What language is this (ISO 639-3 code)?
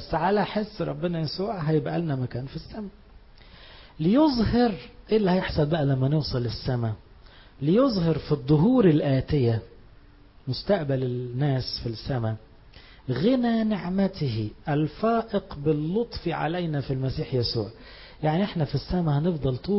arz